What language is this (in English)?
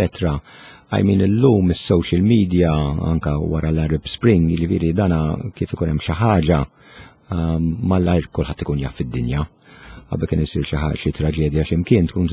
Maltese